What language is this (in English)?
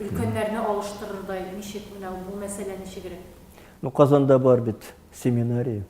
Tatar